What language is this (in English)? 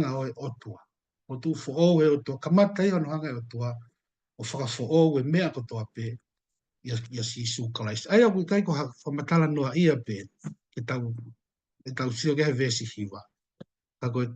Tongan